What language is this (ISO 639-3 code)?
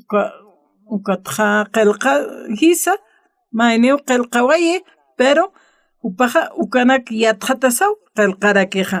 aym